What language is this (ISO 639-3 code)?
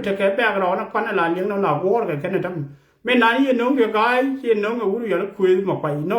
nus